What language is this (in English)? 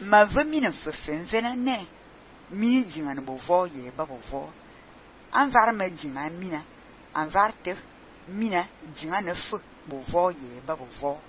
Fang